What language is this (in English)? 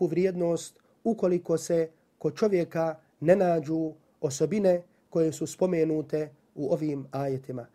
Bosnian